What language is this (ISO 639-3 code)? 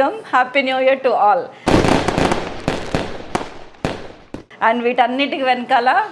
tel